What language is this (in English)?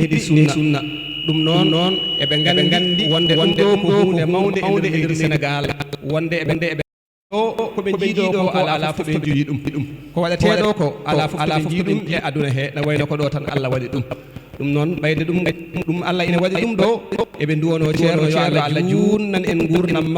Fula